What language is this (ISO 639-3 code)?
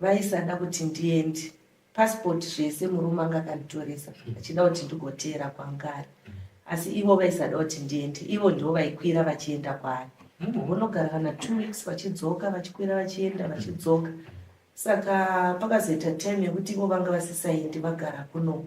sna